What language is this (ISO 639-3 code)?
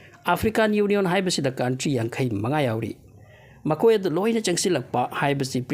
mni